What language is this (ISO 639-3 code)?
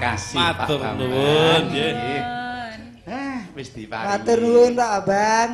jav